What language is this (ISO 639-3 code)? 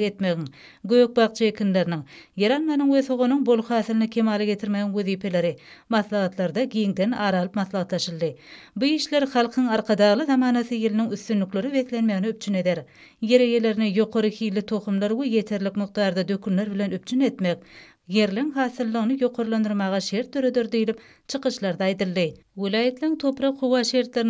tuk